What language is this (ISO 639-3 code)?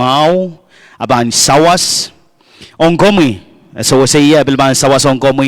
pon